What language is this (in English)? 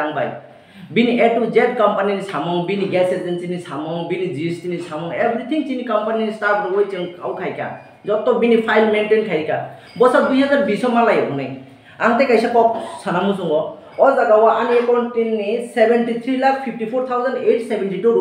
Kok Borok